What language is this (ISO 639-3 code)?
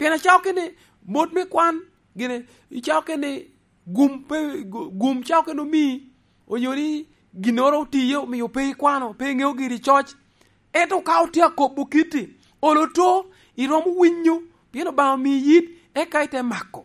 laj